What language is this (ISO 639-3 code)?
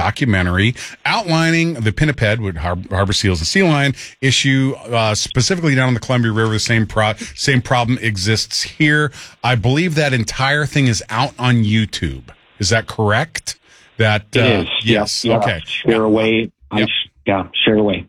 eng